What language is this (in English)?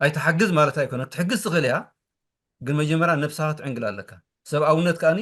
Tigrinya